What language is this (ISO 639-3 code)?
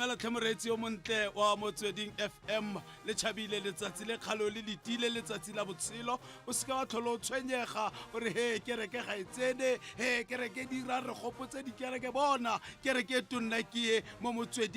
tsn